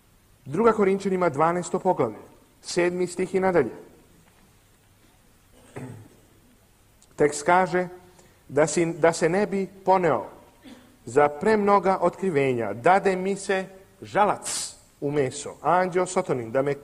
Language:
Serbian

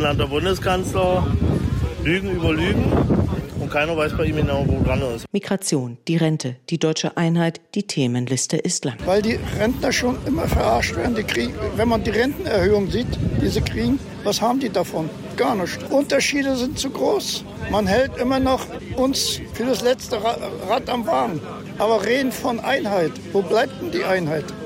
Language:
German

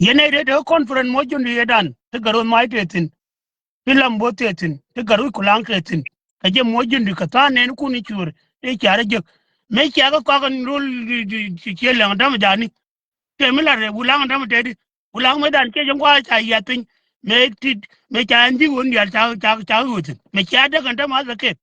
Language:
Nuer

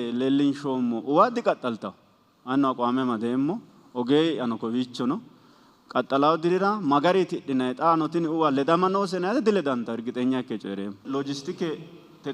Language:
Sidamo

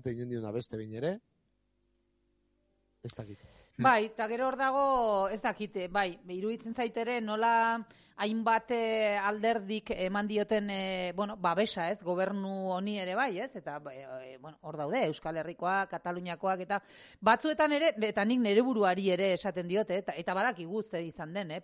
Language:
Basque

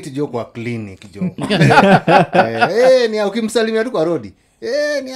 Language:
Swahili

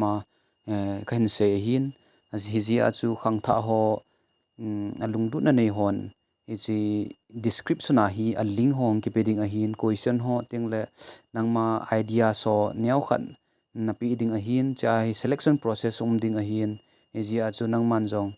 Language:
Thado Chin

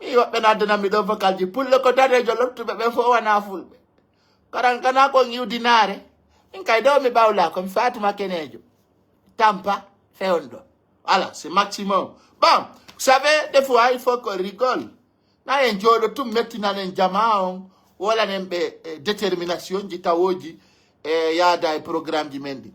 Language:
Pular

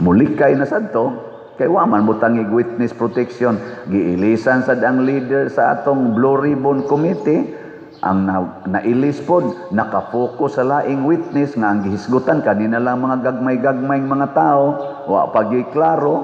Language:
Cebuano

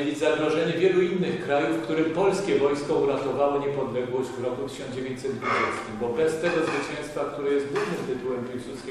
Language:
Polish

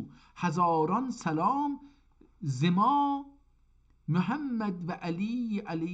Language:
South Azerbaijani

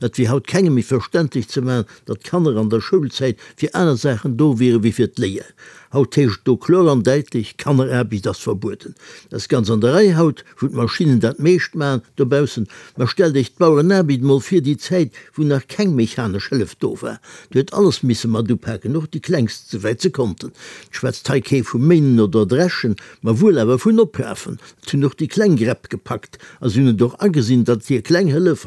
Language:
Luxembourgish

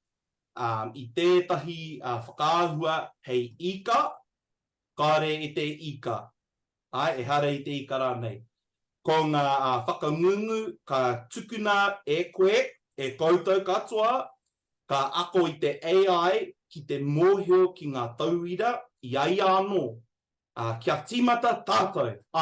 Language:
Māori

